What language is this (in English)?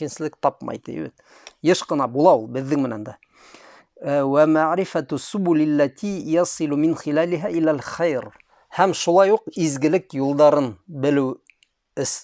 Bashkir